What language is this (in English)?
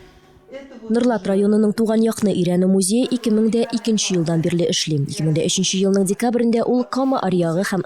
Tatar